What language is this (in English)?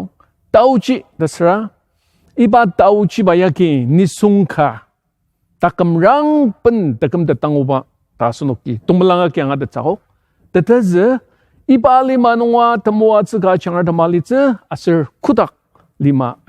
Ao Naga